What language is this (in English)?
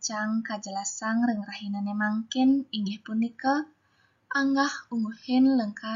Balinese